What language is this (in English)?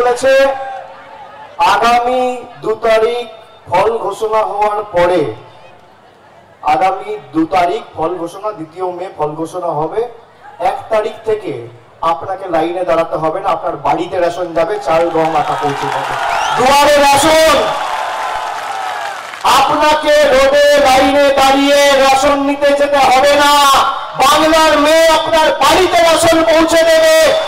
Bangla